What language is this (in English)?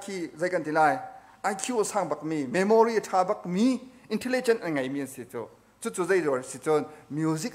Hakha Chin